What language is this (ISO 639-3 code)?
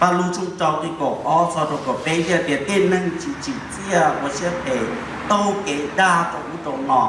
hmn